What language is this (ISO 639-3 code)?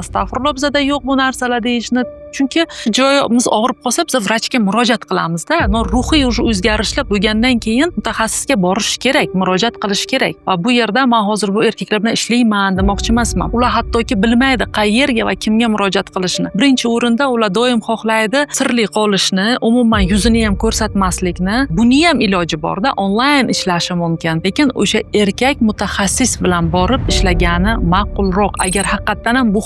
uzb